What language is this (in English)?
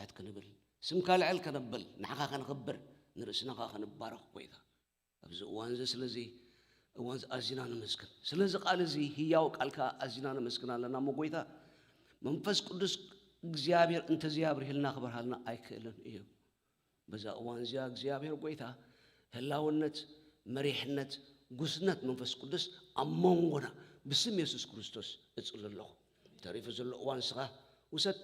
Tigrinya